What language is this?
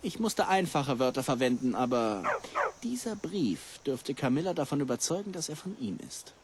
Bavarian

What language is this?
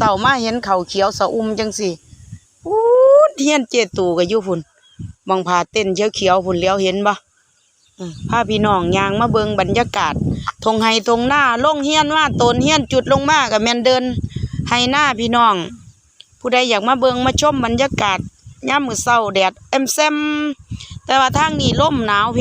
Lao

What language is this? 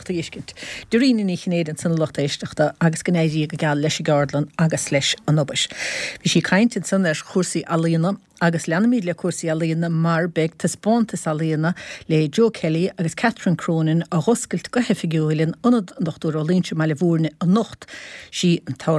Irish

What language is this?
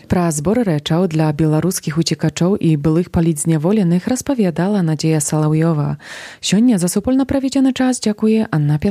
Belarusian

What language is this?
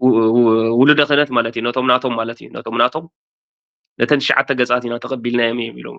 Tigrinya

